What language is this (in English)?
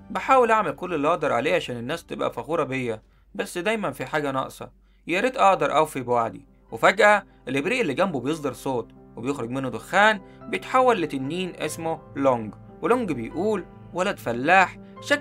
Egyptian Arabic